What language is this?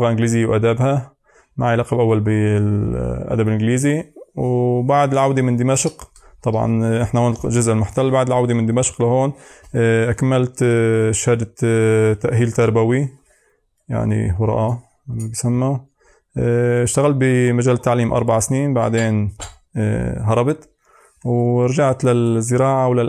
North Levantine Arabic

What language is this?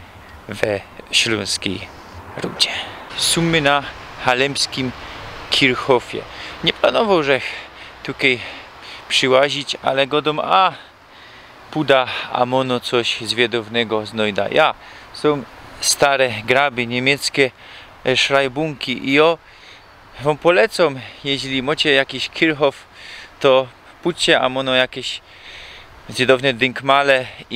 Silesian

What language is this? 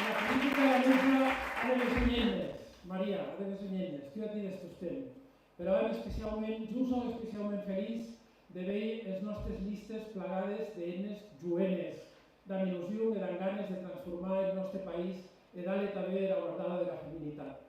Occitan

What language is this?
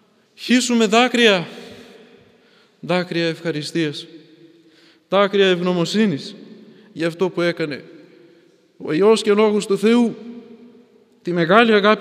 Greek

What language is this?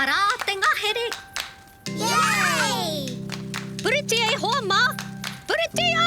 Māori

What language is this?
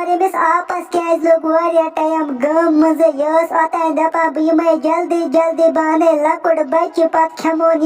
Kashmiri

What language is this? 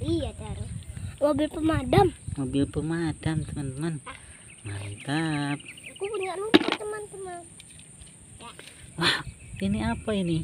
Indonesian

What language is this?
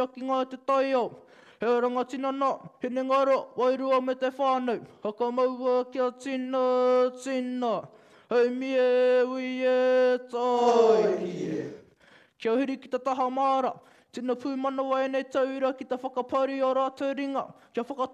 Māori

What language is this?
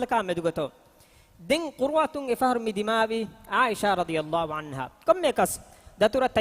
Divehi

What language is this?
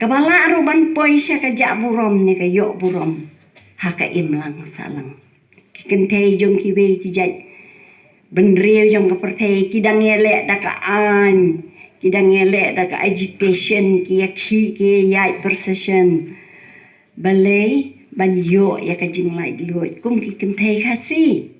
Khasi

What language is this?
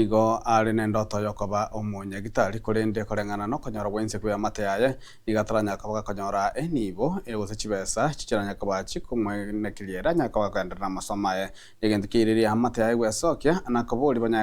Gusii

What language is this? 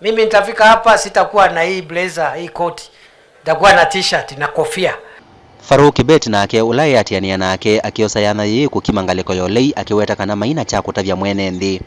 Kamba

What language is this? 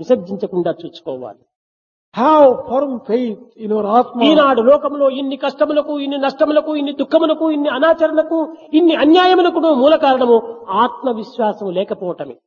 Telugu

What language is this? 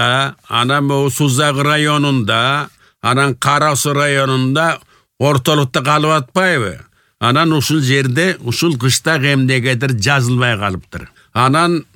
Kyrgyz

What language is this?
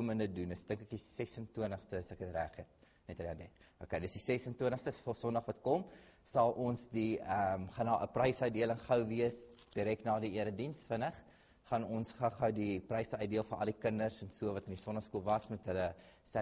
Afrikaans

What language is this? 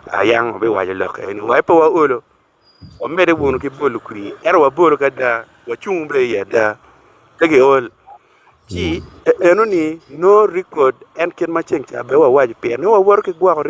Acoli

